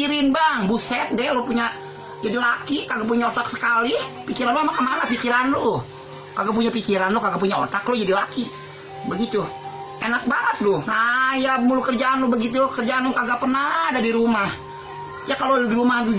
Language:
Betawi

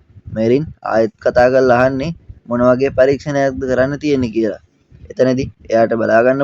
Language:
Sinhala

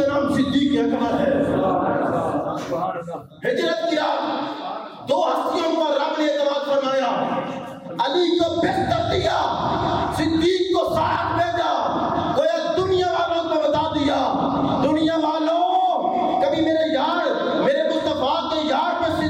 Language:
Urdu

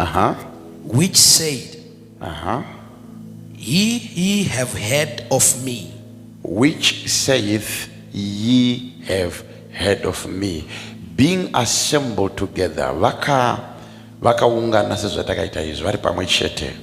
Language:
Shona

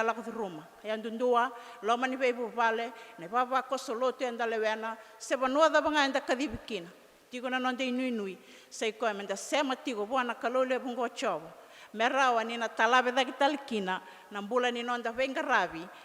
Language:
Fijian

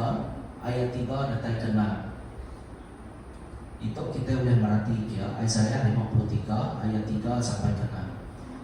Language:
Iban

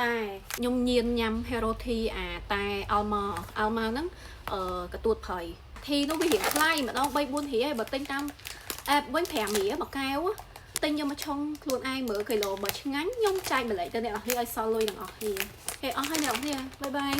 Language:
Khmer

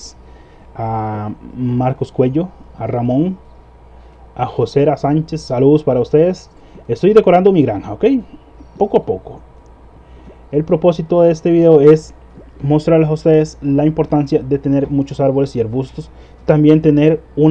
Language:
Spanish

